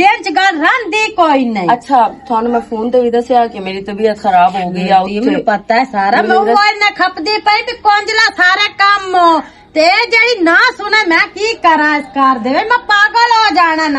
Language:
Western Panjabi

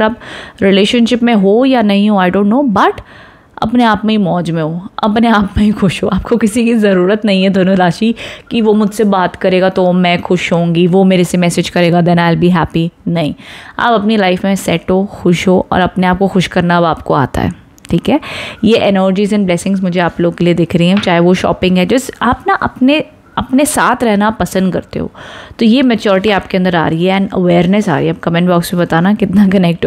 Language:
Hindi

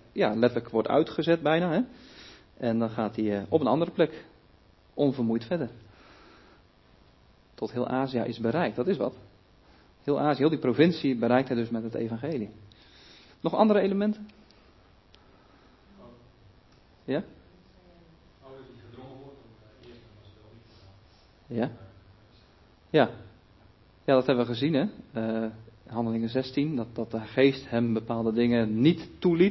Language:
Dutch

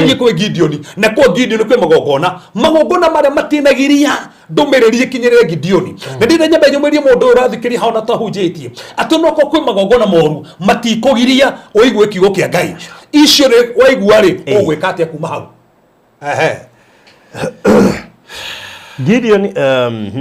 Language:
Kikuyu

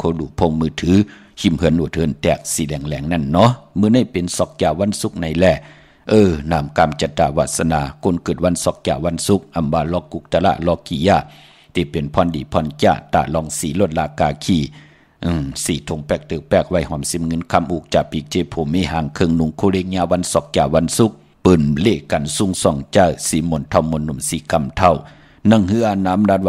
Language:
Shan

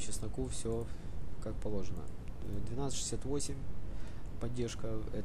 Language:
Russian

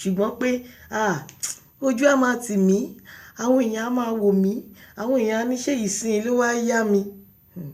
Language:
Yoruba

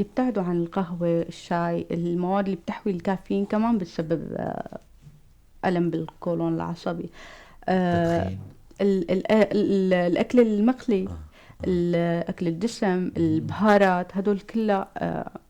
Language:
North Levantine Arabic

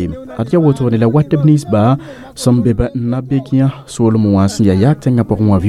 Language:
Mossi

